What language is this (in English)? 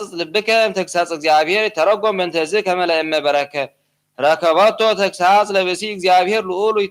Geez